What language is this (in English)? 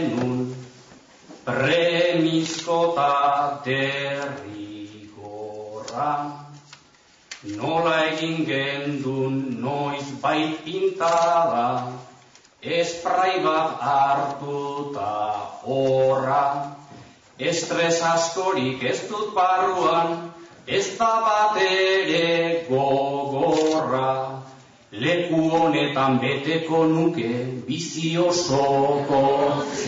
Basque